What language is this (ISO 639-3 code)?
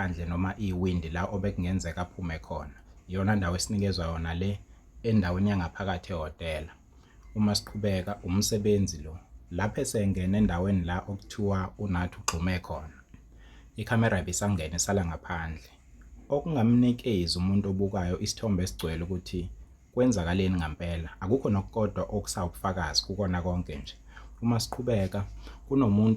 zul